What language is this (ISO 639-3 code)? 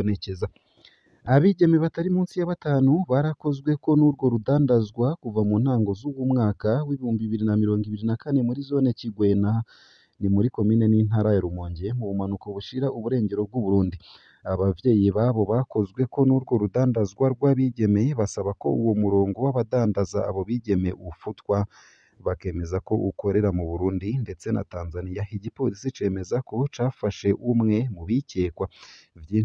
run